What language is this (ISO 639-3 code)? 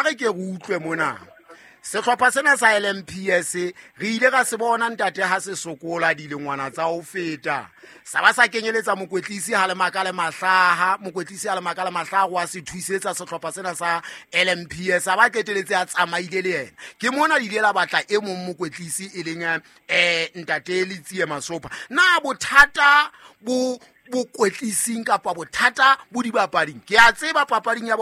sot